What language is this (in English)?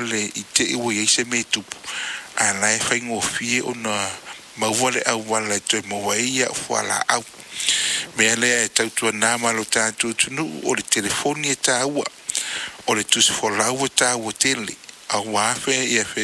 Samoan